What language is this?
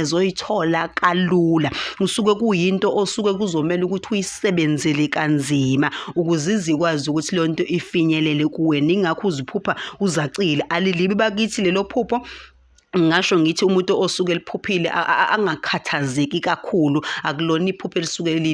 Zulu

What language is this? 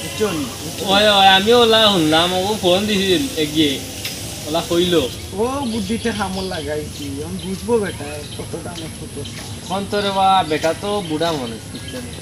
Sylheti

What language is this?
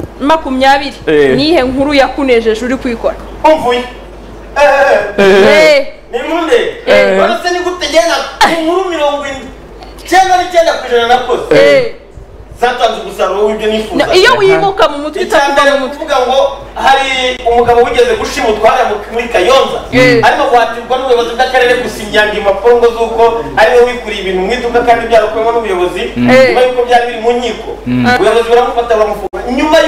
Kinyarwanda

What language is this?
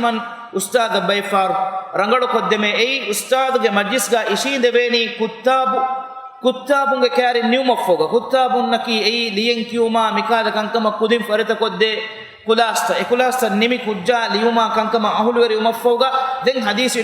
Divehi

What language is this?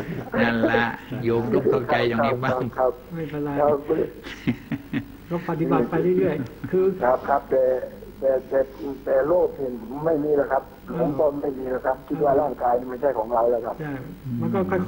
Thai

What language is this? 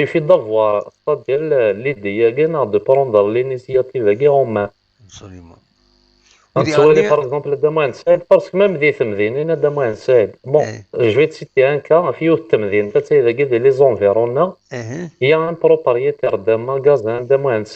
Kabyle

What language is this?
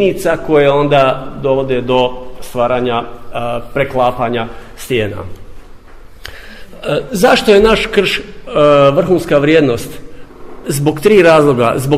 Croatian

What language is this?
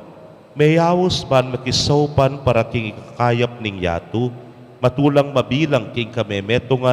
Pampanga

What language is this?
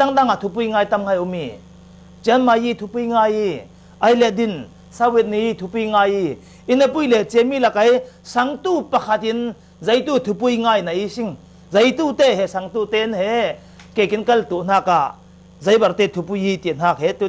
Falam Chin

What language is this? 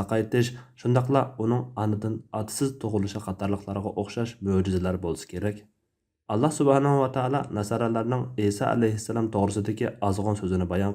Uyghur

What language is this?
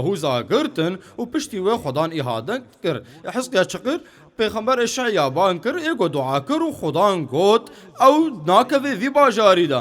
Kurdish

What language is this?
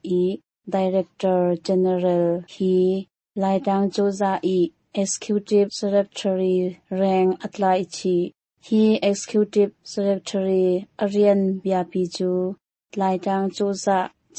Hakha Chin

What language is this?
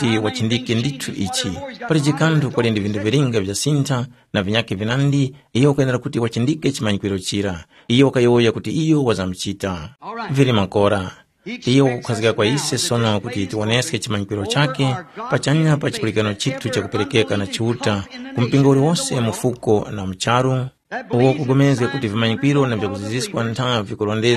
Tumbuka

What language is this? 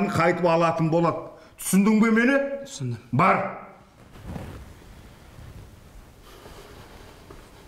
Kazakh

